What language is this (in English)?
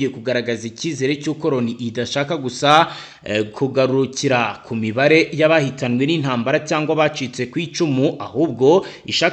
Kinyarwanda